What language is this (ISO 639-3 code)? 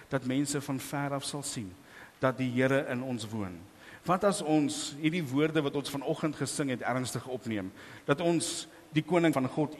afr